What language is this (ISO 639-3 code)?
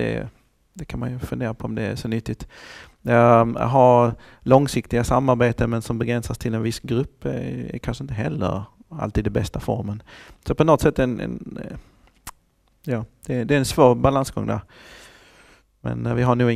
swe